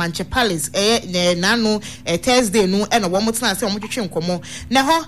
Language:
Akan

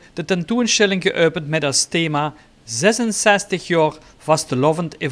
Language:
Limburgish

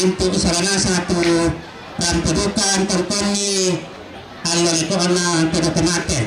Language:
Toraja-Sa'dan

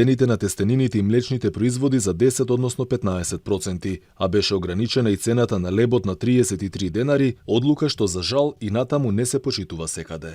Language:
Macedonian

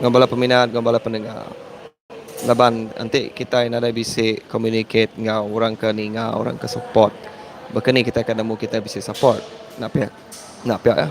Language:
Iban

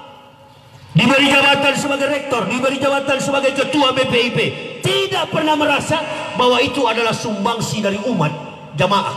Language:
Indonesian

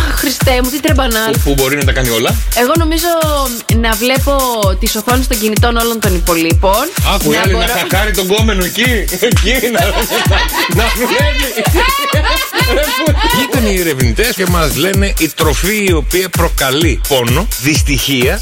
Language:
Greek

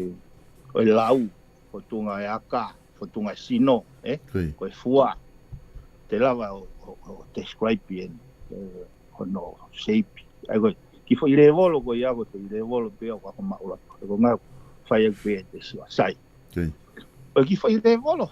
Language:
Tongan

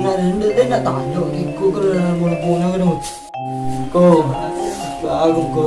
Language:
Minangkabau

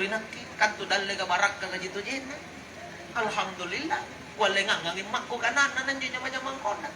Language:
Makasar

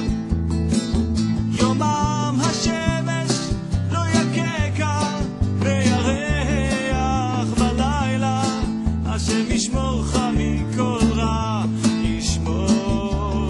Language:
Hebrew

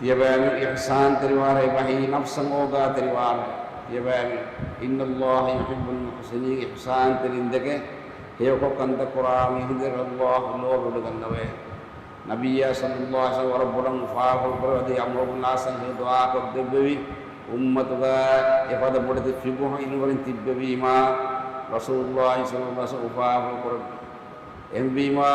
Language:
Divehi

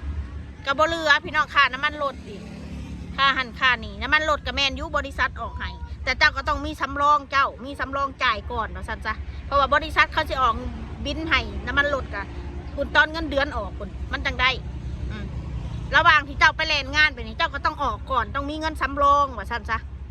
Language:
Northeastern Thai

